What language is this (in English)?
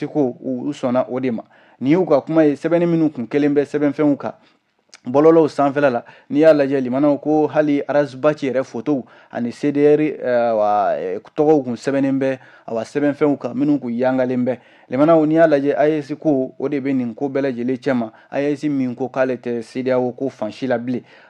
Bambara